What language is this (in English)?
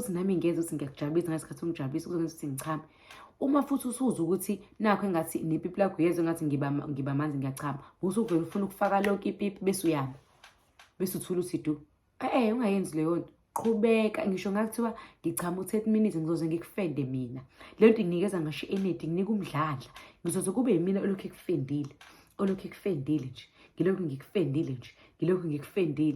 Zulu